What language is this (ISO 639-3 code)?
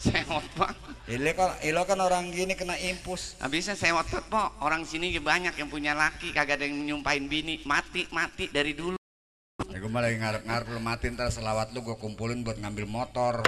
bew